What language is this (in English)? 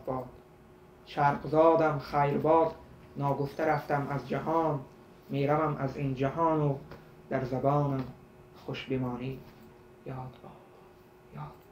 Tajik